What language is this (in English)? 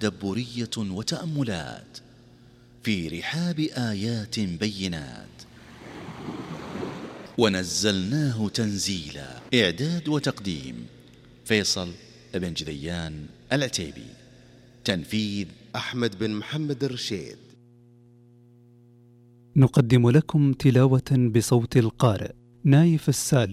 Arabic